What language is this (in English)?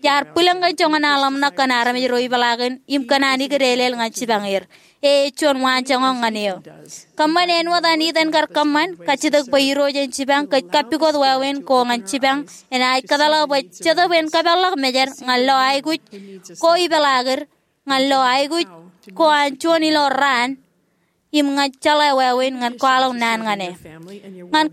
Marshallese